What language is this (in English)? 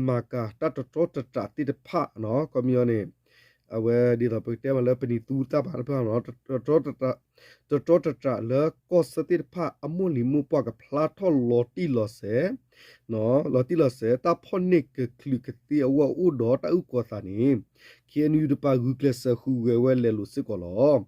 S'gaw Karen